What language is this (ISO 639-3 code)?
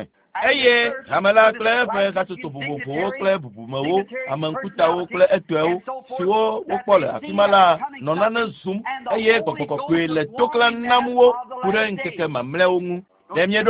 ewe